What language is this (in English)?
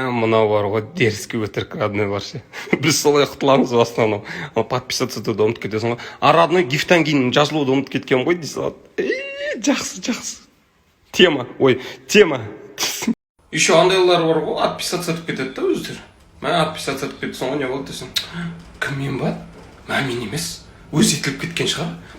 Kazakh